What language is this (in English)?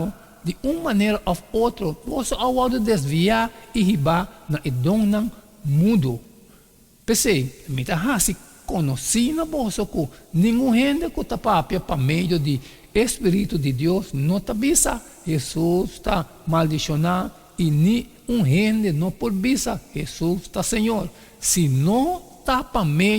Papiamento